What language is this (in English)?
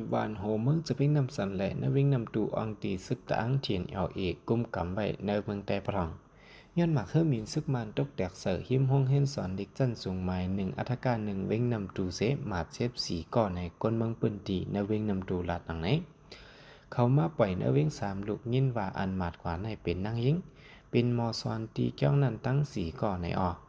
Shan